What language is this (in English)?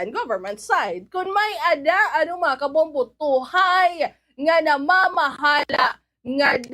Waray